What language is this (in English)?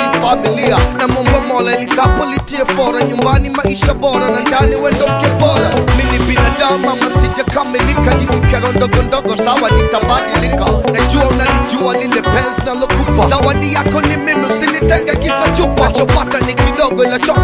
Swahili